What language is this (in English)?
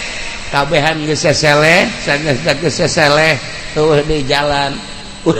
Sundanese